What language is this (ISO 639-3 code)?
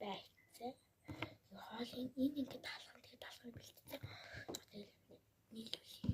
mon